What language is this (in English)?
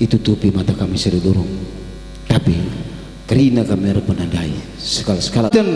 Batak Karo